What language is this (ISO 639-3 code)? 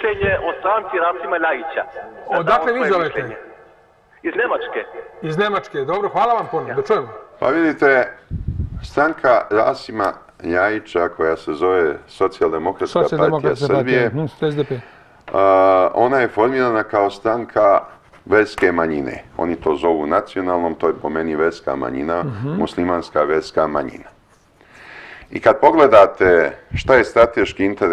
srp